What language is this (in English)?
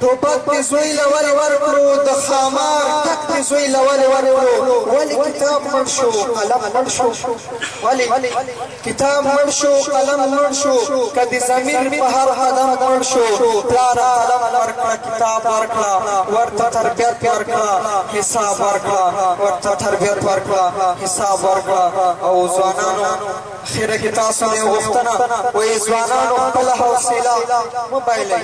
Pashto